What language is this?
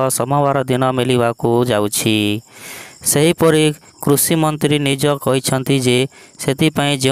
Odia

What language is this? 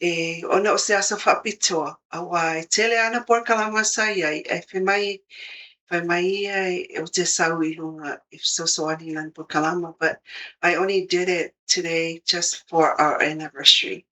Samoan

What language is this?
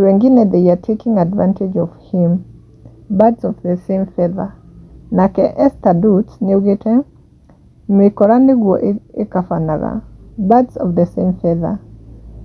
Kikuyu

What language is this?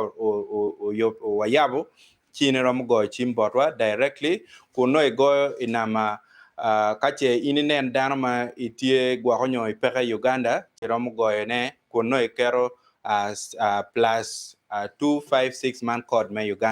Acoli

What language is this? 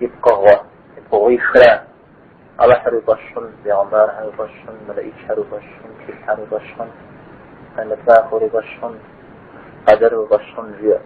Kabardian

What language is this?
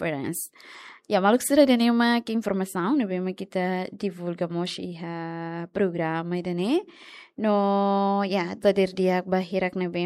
Tetum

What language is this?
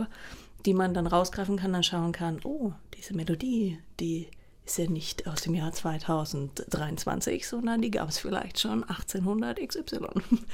German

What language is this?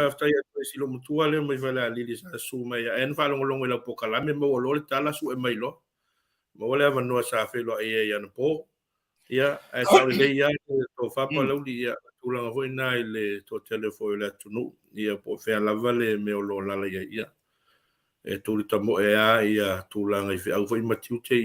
Samoan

